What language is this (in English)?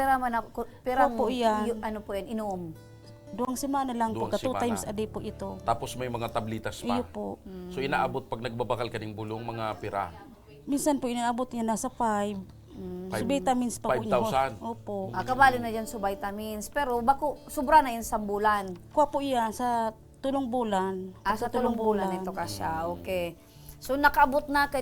Bikol